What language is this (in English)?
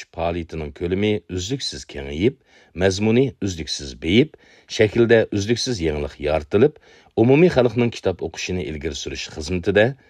Uyghur